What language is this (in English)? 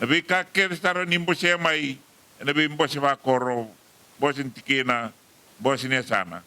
Fijian